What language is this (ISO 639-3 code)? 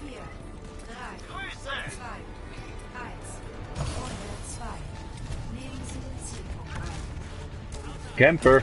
gsw